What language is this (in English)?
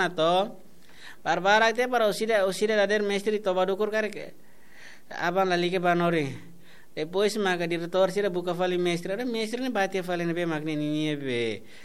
Tetum